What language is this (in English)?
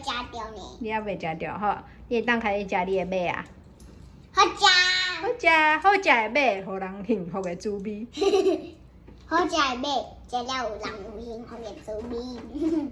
Min Nan Chinese